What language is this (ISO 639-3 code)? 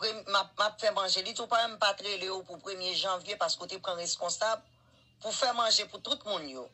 hat